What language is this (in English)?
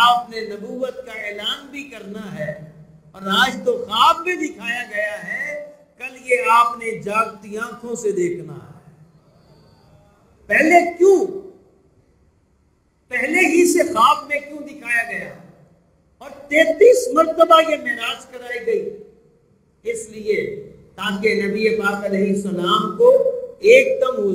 Urdu